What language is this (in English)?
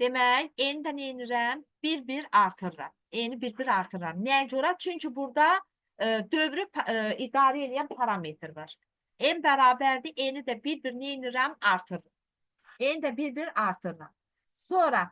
Azerbaijani